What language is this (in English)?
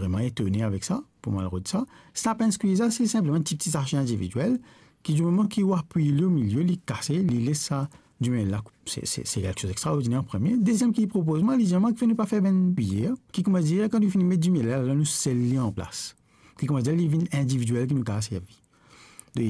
Morisyen